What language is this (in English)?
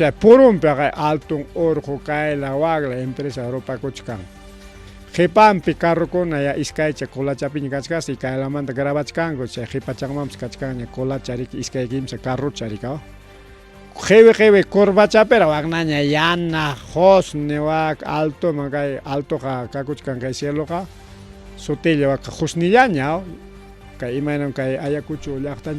Ayacucho Quechua